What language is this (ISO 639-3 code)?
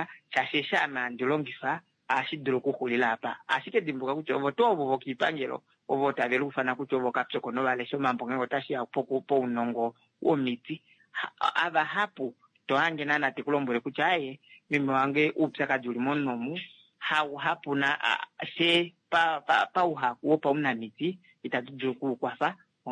kua